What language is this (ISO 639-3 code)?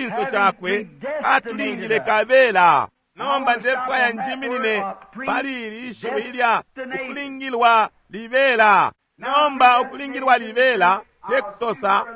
bem